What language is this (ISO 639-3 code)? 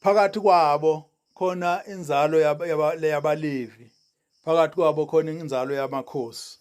zul